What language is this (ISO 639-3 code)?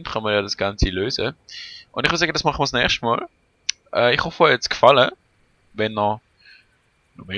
gsw